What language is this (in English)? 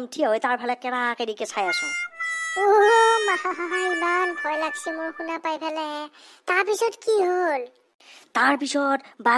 Assamese